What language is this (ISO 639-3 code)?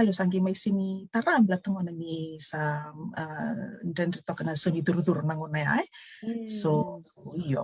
fij